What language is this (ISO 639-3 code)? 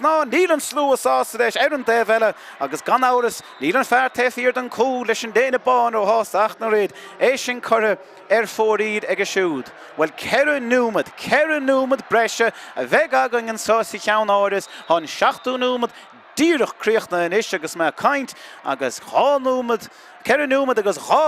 gle